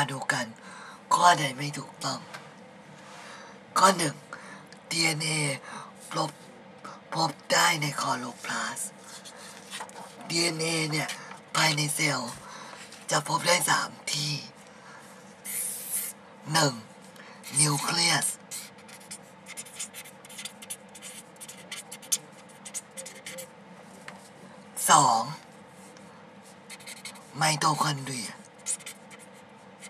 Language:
Thai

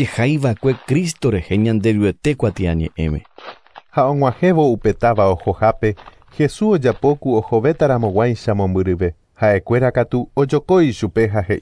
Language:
Guarani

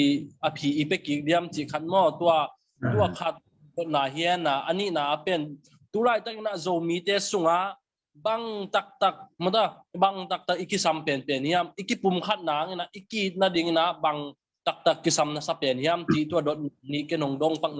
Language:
Tedim Chin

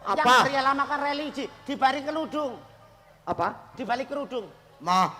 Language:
Javanese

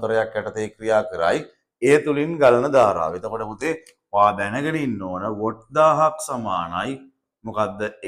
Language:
Sinhala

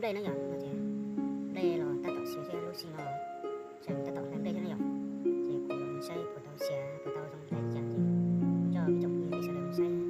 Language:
Hmong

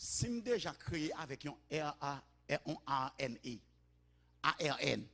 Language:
Haitian Creole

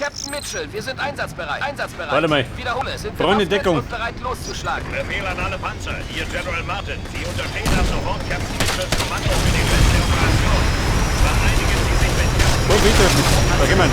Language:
Bavarian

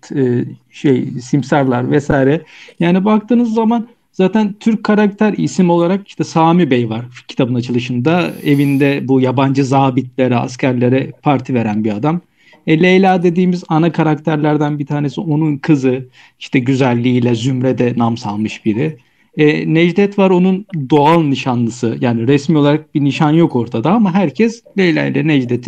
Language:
Turkish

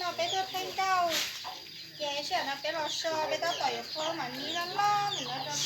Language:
Hmong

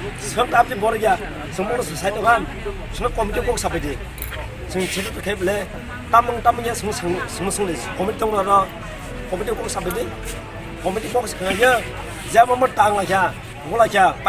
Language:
Kok Borok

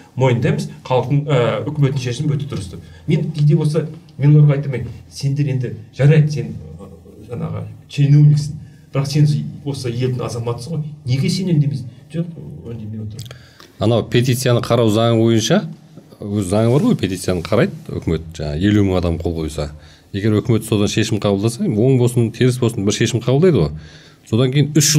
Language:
Kazakh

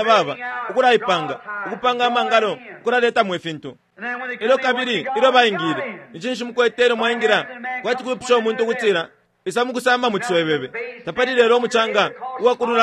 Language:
Bemba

